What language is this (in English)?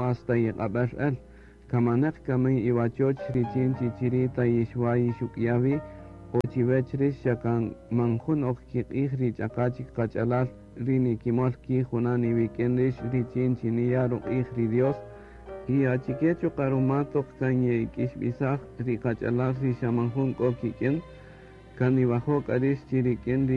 Kaqchikel